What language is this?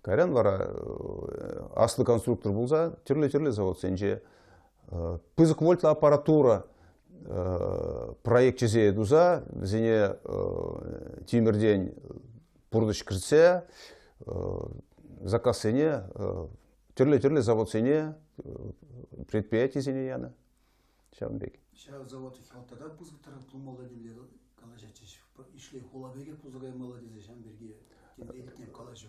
Chuvash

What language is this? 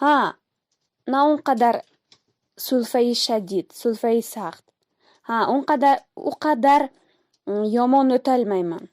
Tajik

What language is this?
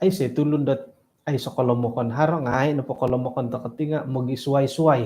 Central Dusun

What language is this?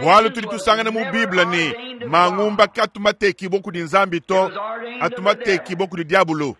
Luba-Lulua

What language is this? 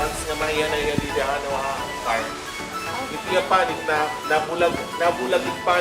Waray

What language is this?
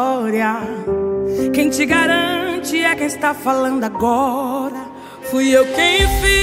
Portuguese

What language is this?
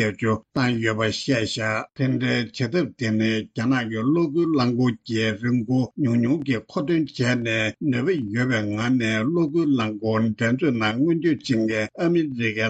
Tibetan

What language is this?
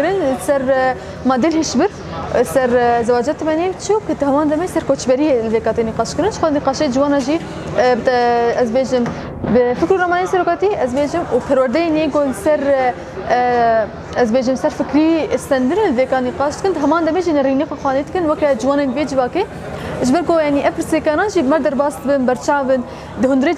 Kurdish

